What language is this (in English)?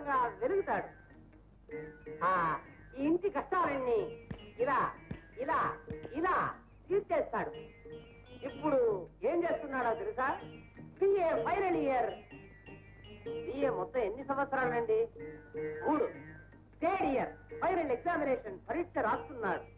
Telugu